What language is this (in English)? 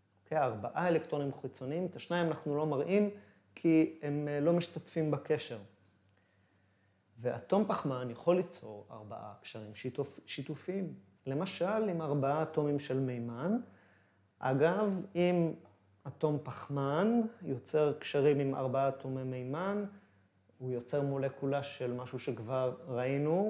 Hebrew